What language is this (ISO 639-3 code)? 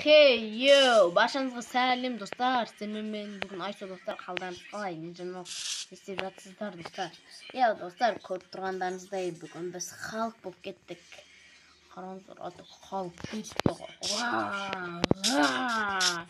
kaz